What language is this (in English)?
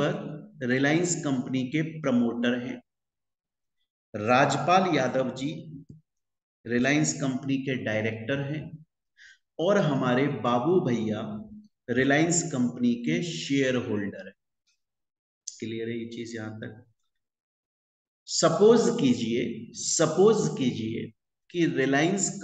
Hindi